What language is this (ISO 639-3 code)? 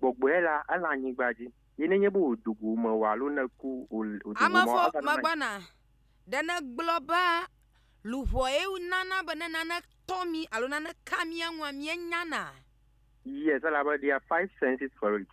ewe